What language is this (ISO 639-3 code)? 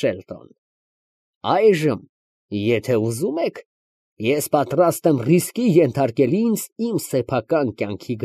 hye